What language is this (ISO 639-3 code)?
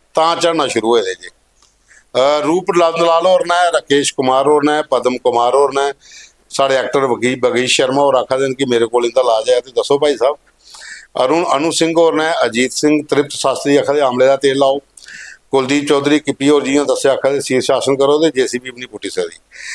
doi